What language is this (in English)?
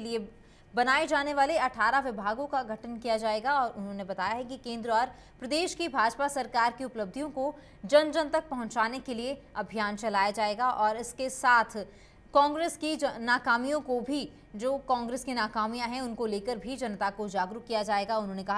Hindi